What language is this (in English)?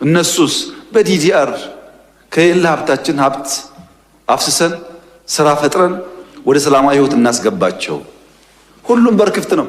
Amharic